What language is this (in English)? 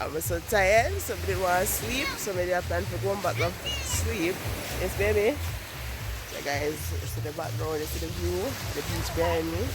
Jamaican Creole English